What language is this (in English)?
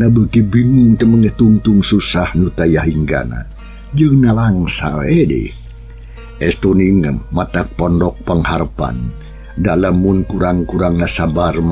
Sundanese